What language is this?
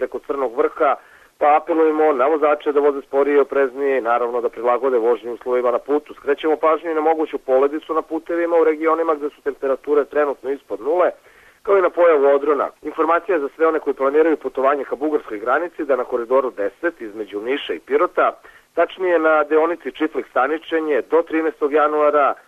Serbian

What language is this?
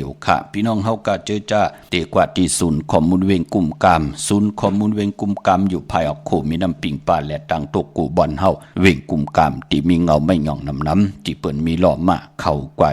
Shan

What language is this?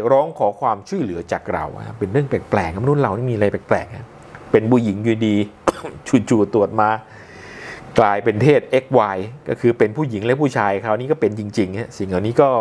Thai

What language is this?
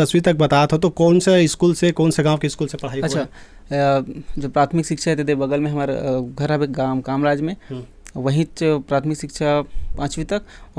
Chhattisgarhi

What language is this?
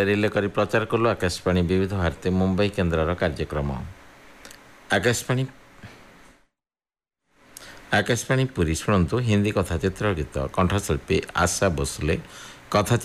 Odia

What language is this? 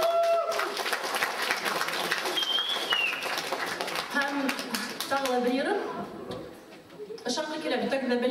Kazakh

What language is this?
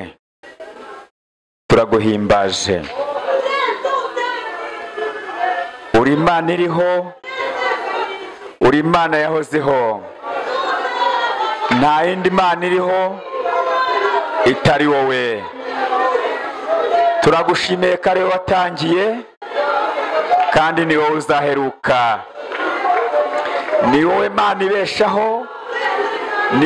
Kinyarwanda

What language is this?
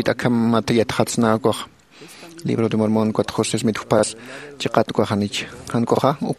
Aymara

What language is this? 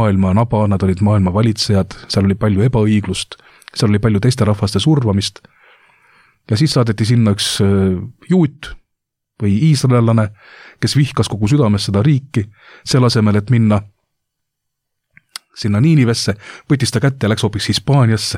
Estonian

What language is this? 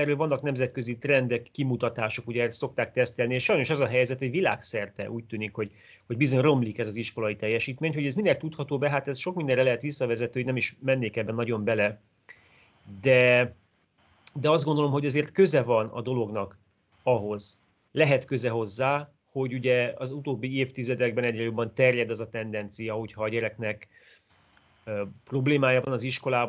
Hungarian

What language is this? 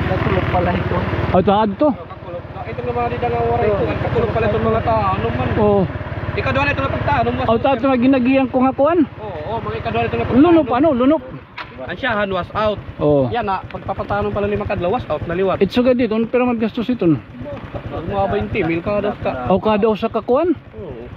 Waray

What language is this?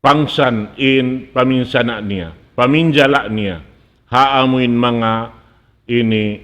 Tausug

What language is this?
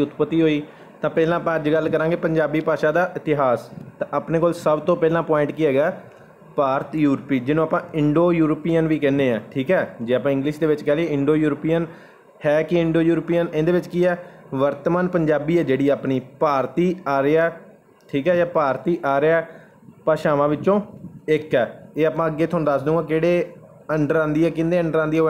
Punjabi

